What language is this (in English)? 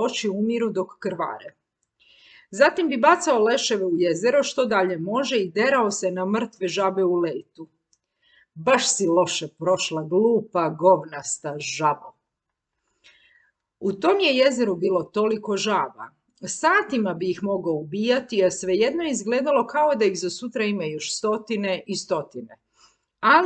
Croatian